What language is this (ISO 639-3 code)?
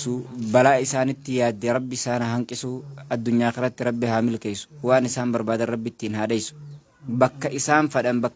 orm